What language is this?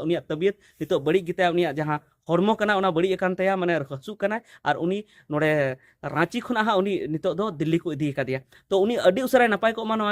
Santali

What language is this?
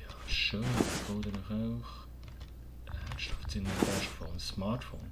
Swiss German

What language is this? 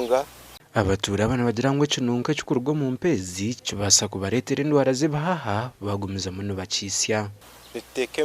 Nyankole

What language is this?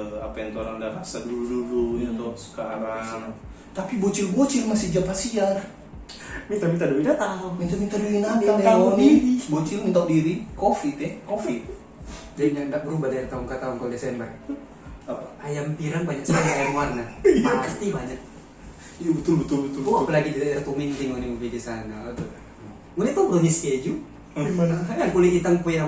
Manado Malay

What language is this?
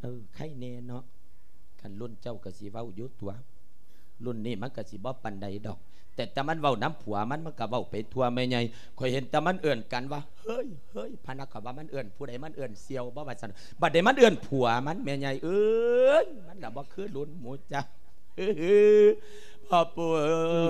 Lao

